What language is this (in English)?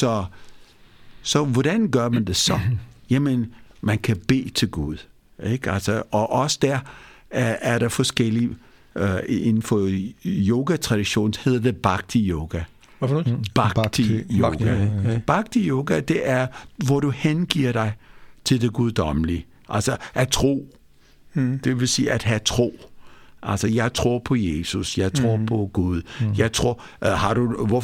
Danish